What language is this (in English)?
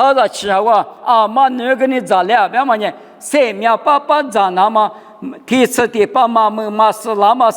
Lisu